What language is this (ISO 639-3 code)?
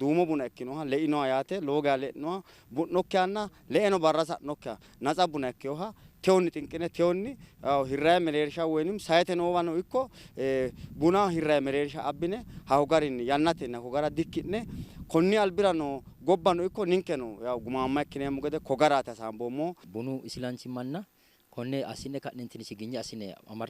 sid